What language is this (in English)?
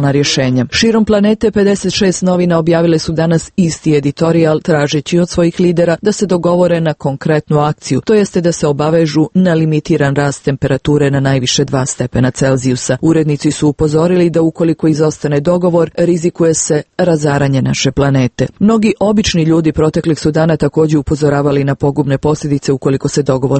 Serbian